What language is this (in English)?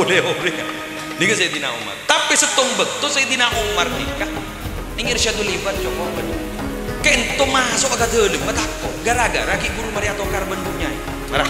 Madurese